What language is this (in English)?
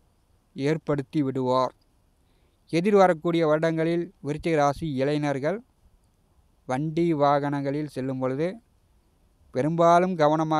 Tamil